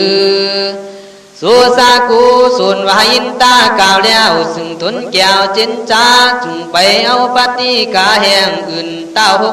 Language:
Khün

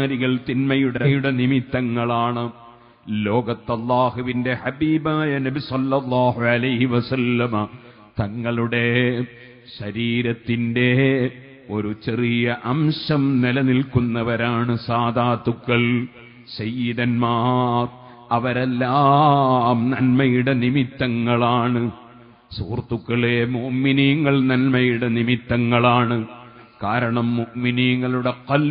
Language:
Malayalam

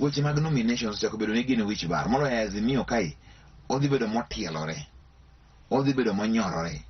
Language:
Luo (Kenya and Tanzania)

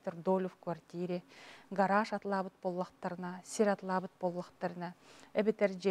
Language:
Yakut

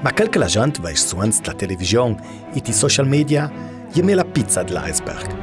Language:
Ladin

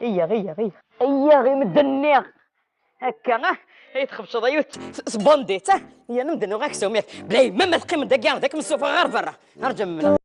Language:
Kabyle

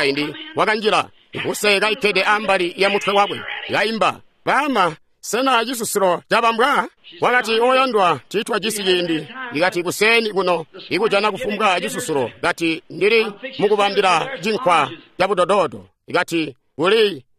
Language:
Tonga (Zambia)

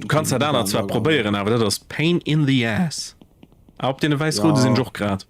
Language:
Luxembourgish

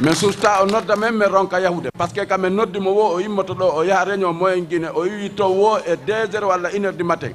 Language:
Fula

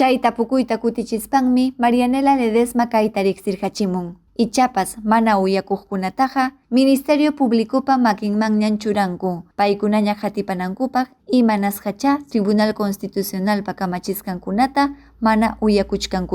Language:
Ayacucho Quechua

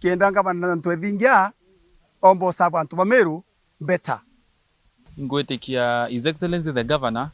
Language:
Meru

